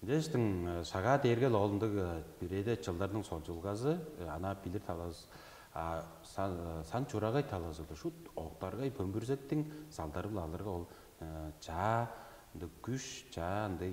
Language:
Tuvinian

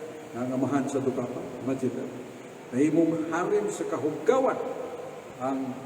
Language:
Cebuano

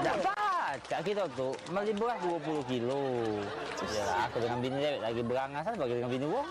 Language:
Musi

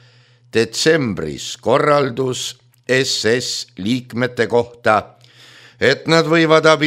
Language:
Estonian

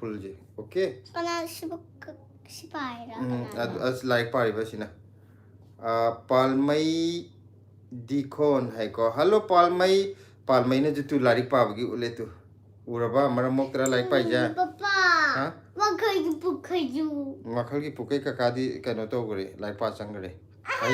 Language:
Manipuri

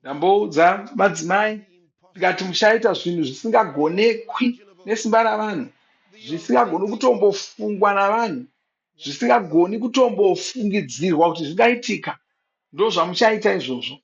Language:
Shona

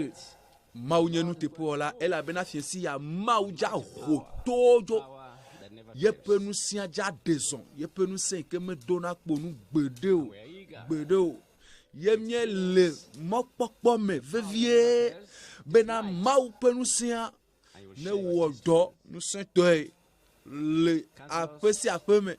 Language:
Ewe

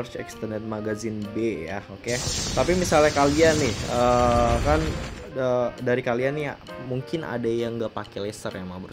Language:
Indonesian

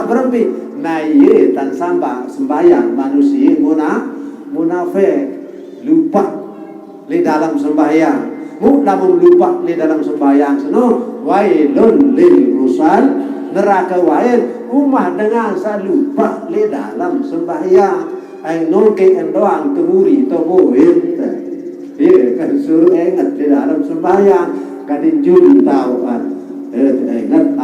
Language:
Sasak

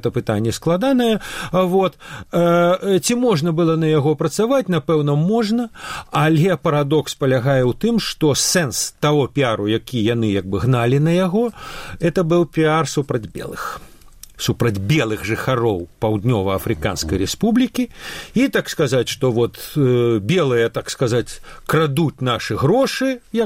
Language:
Belarusian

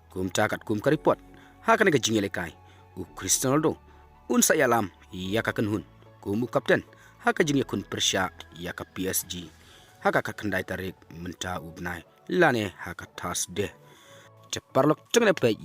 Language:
Khasi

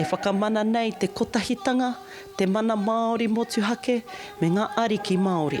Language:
Māori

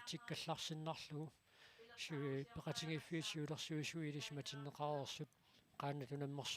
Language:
Kalaallisut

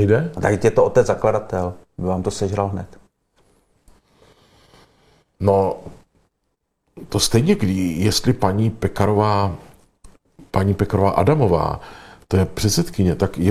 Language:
Czech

